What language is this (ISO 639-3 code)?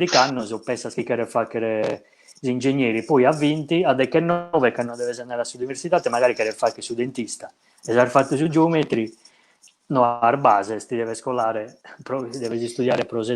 srd